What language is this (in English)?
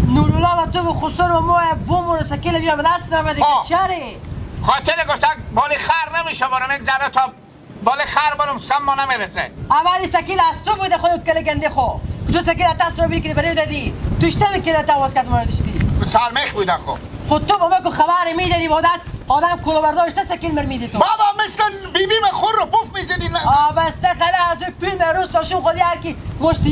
Hazaragi